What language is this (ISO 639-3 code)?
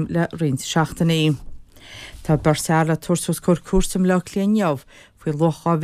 gle